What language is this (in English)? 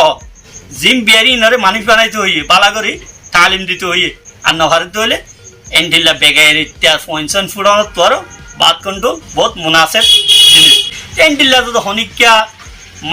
Rohingya